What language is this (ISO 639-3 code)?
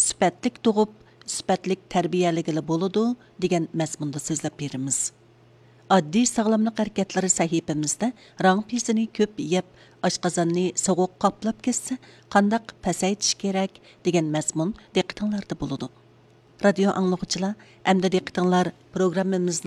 uig